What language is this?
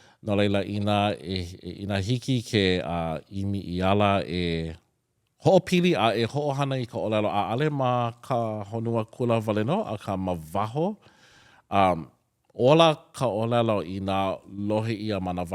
Hawaiian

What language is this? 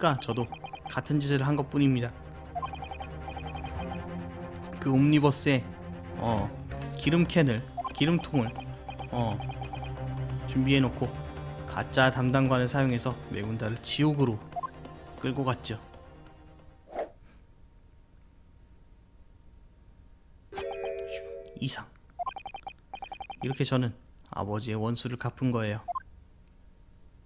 Korean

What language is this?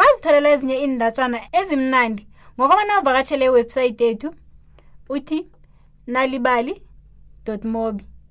South Ndebele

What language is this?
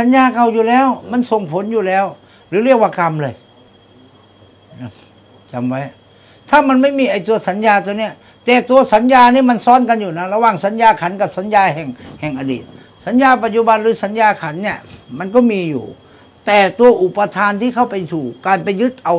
Thai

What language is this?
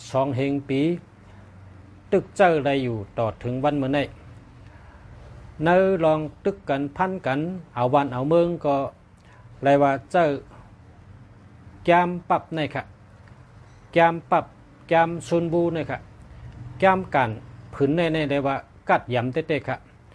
Shan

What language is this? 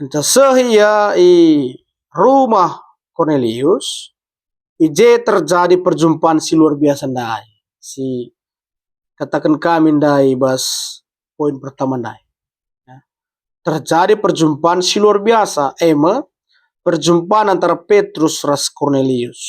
Batak Karo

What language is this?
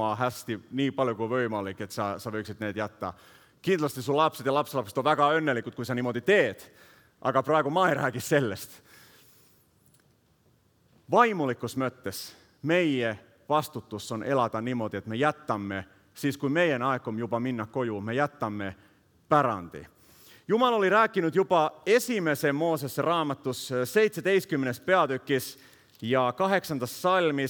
Estonian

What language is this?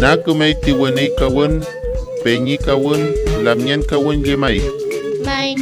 Mapuche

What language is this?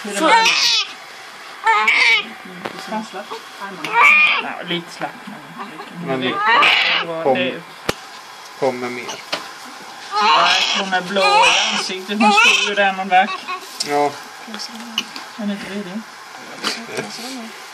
Swedish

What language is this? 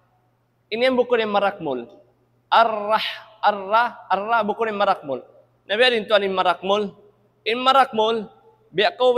Tausug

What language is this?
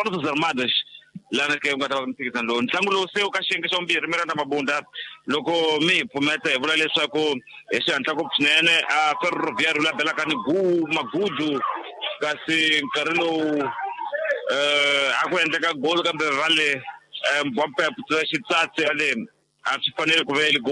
Tsonga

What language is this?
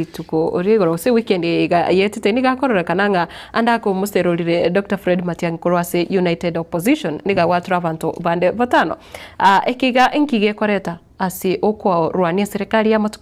Gusii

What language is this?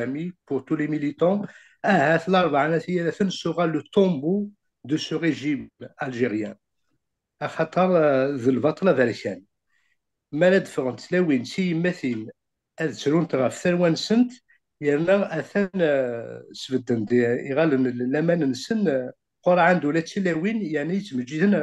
Kabyle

